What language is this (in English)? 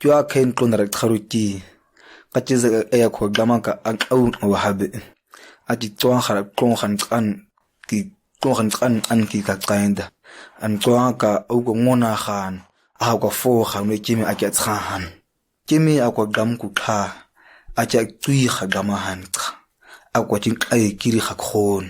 ǁGana